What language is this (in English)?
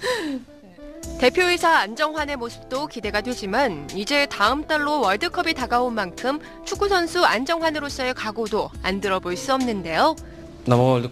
Korean